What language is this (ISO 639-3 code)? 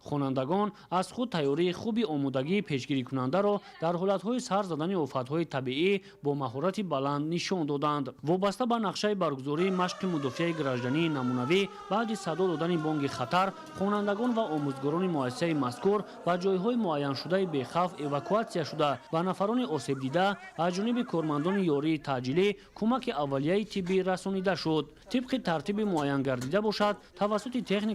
tgk